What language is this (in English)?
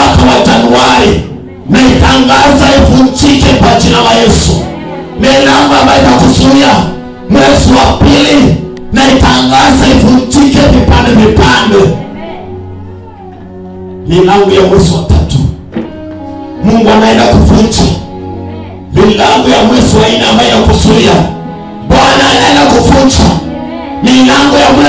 Swahili